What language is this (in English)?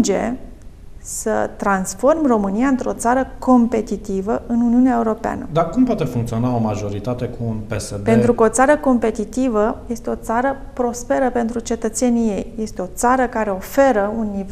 Romanian